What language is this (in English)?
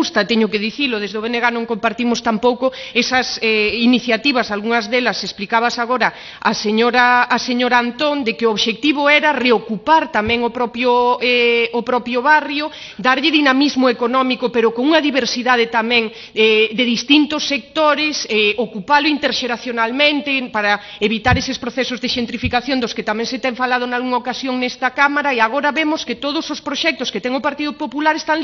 Galician